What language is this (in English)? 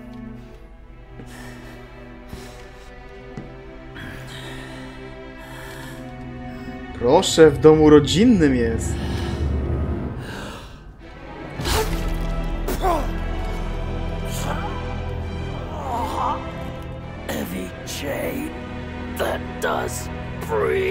Polish